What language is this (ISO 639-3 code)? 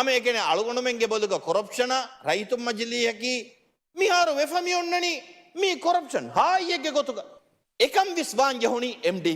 div